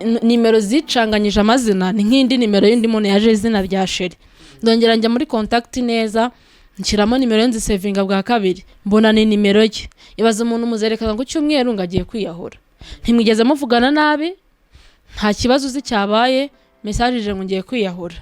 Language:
Kinyarwanda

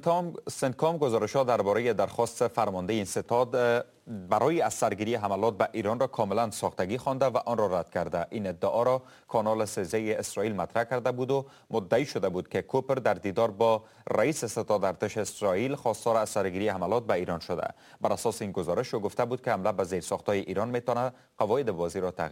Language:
Persian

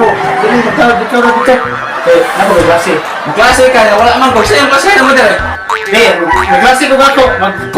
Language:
Cebuano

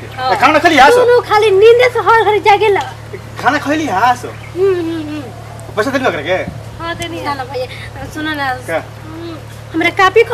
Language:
Bhojpuri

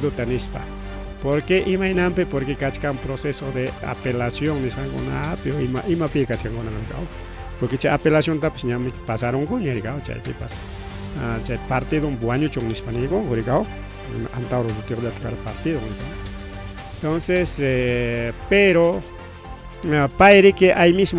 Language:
Ayacucho Quechua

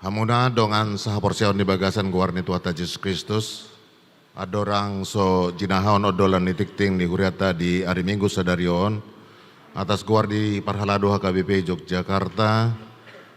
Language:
Batak Toba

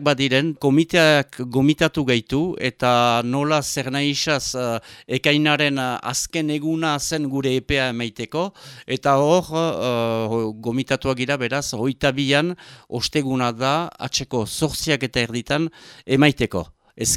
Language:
Basque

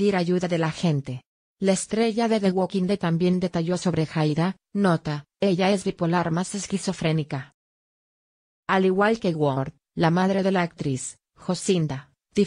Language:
Spanish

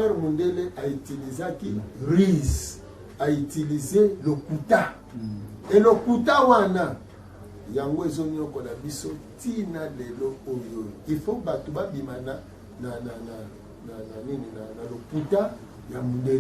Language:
Lingala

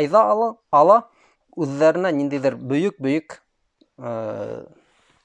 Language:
Bashkir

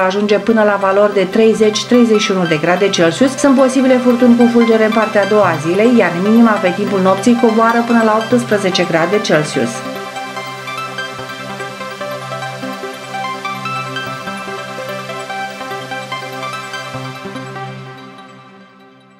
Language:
Romanian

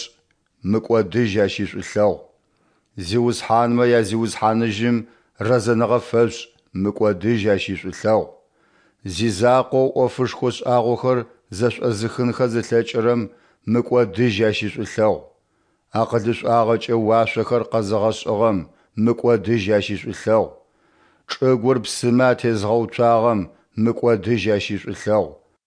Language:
Adyghe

